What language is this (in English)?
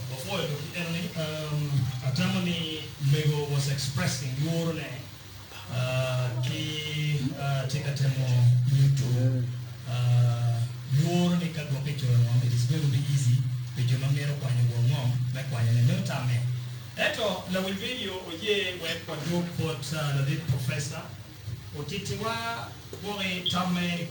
Acoli